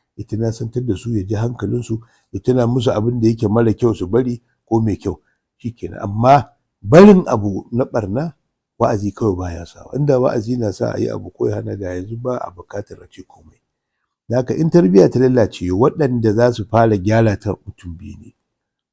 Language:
Hausa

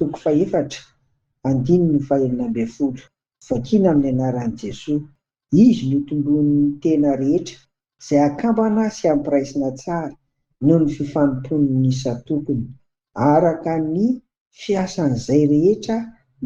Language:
Malagasy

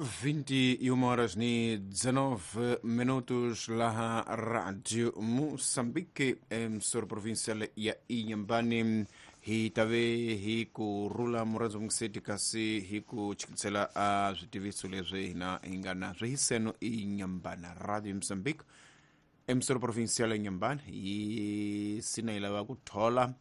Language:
Tsonga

